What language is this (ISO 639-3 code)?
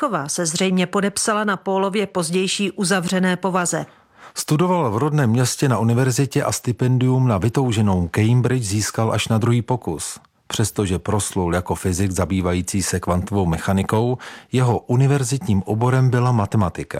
ces